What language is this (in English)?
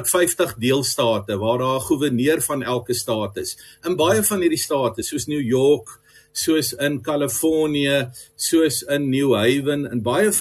Afrikaans